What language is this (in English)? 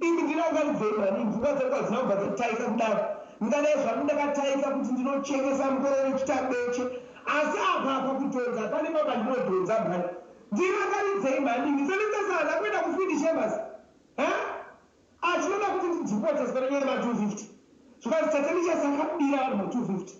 Shona